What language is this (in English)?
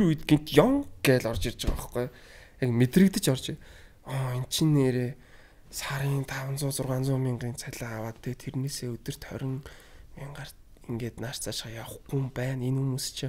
Mongolian